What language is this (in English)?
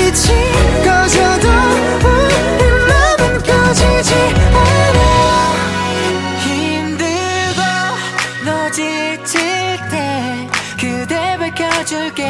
Korean